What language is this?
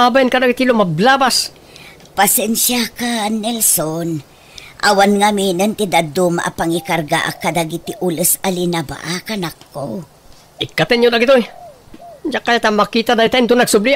Iloko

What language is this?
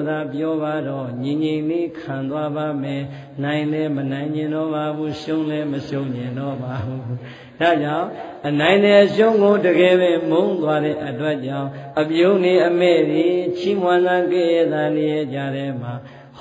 Burmese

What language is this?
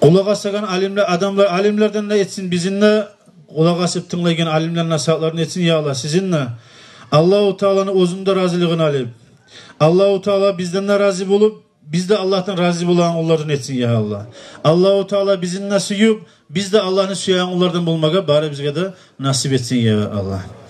Kumyk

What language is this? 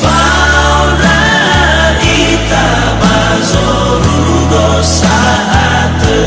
Nias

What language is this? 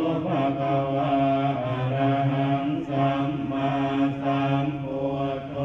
Pali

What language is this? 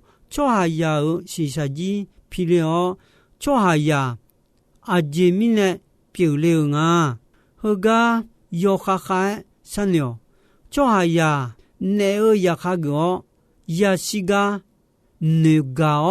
Akha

